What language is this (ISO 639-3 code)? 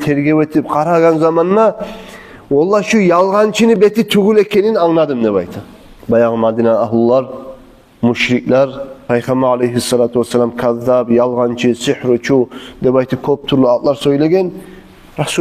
kum